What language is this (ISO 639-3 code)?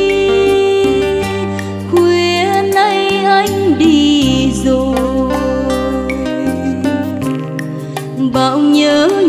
vie